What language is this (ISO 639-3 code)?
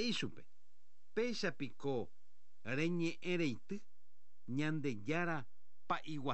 grn